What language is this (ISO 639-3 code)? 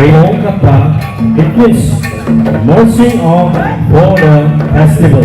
trp